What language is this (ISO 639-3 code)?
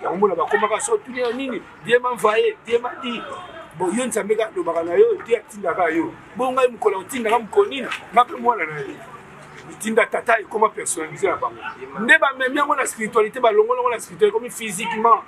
lin